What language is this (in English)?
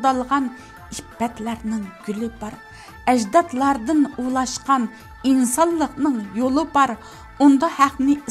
Uyghur